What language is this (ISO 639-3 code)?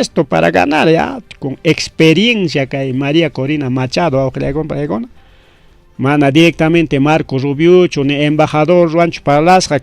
quy